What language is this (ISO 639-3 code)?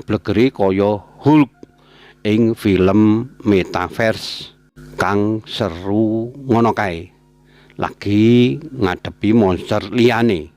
jav